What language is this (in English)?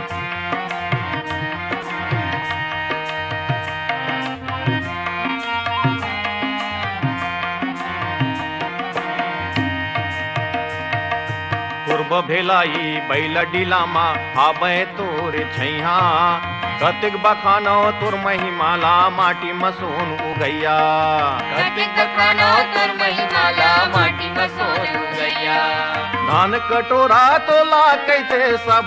Chhattisgarhi